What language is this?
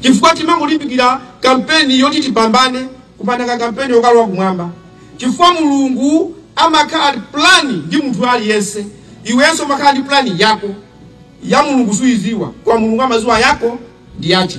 Nyanja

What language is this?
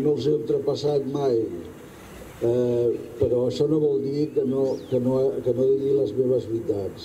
Catalan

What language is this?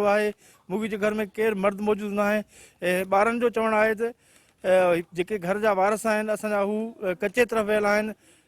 Sindhi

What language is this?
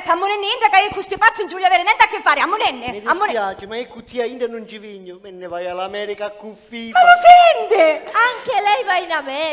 Sicilian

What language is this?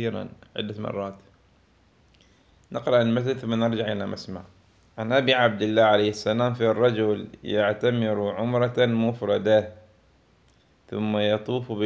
Arabic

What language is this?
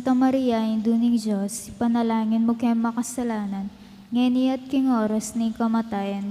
Pampanga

